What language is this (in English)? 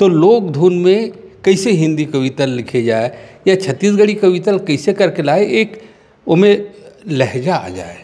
Chhattisgarhi